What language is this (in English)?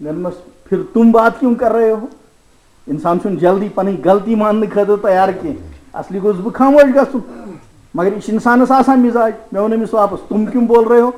Kashmiri